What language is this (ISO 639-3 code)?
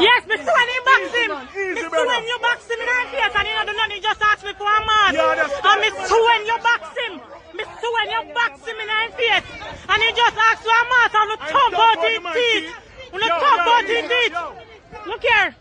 jam